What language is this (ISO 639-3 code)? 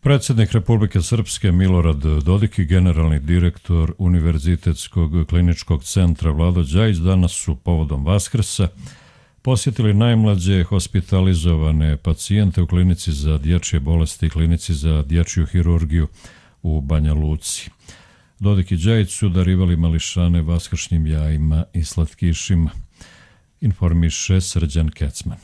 hrv